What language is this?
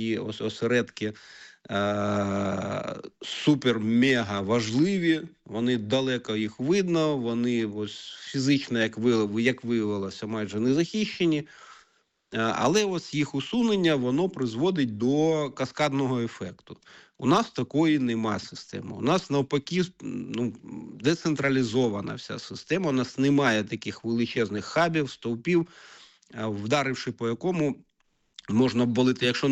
Ukrainian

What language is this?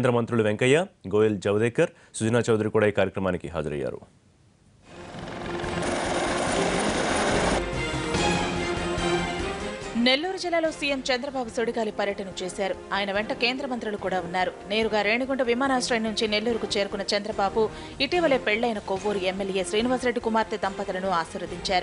Telugu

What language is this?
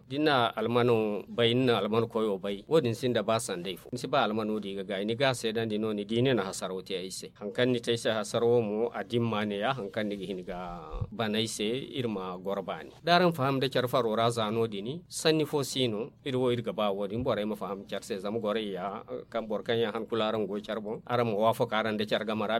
Zarma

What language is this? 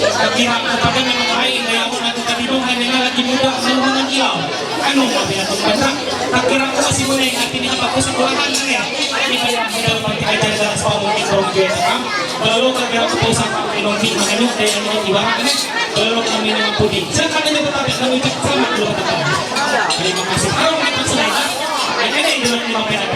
Ma'anyan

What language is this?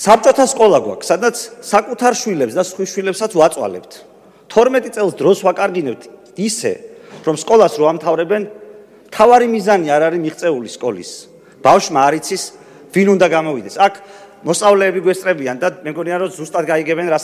Georgian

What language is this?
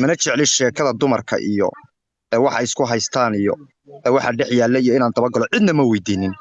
Somali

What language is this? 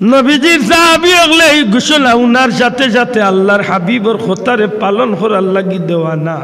Sylheti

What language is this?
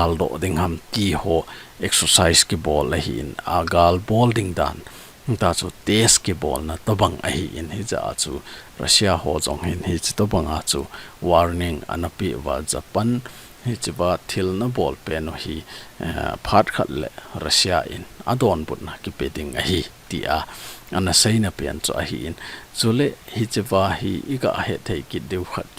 Thado Chin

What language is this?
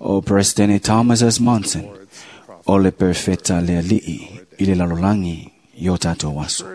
Samoan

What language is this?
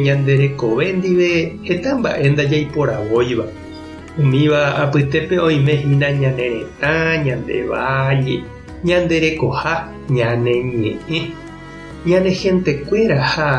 Guarani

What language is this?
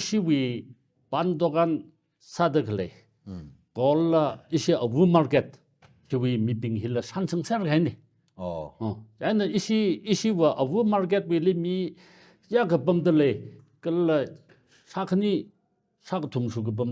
Tangkhul Naga (India)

